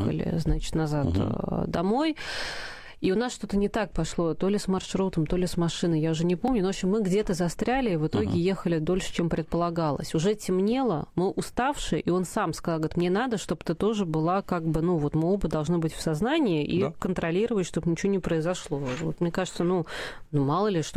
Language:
Russian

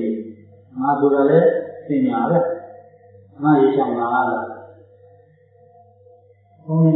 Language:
Burmese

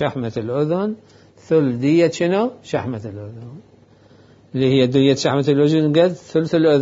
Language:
Mesopotamian Arabic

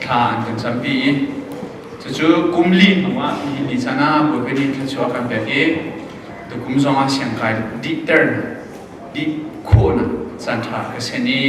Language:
Hakha Chin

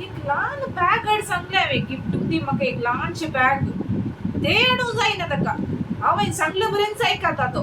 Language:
Konkani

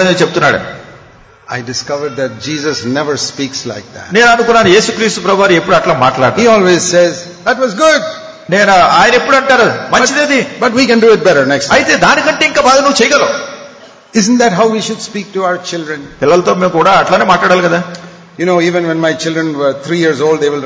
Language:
Telugu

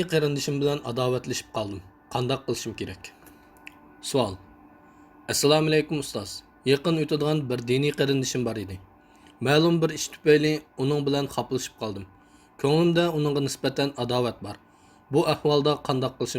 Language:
Uyghur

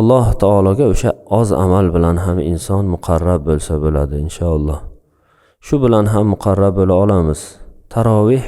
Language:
Uzbek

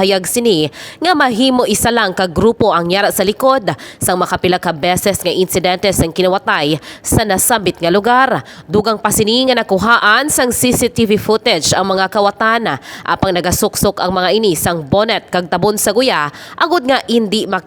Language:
Hiligaynon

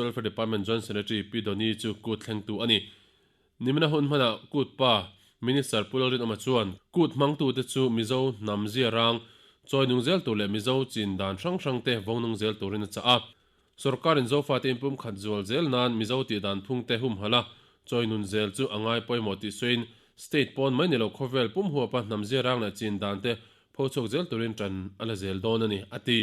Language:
Mizo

